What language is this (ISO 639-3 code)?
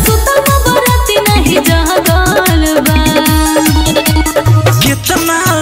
bho